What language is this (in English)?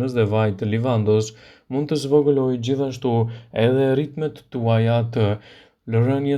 Albanian